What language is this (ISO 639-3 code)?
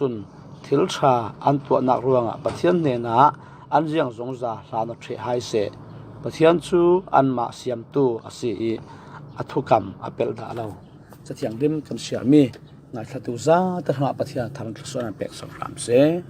cfm